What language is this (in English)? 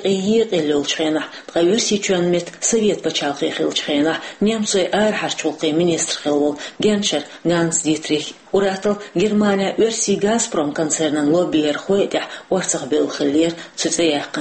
Chechen